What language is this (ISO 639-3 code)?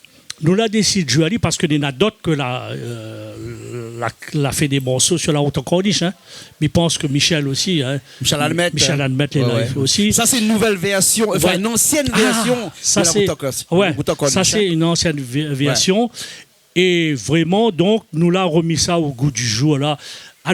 rcf